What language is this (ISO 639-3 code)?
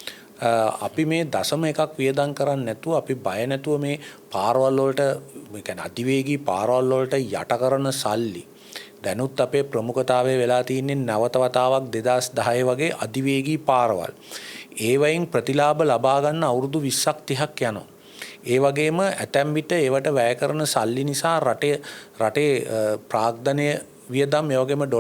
sin